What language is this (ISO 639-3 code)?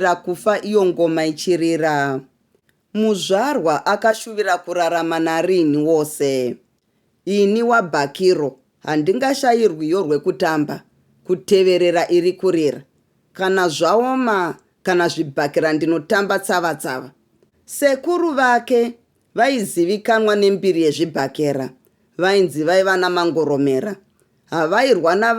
sna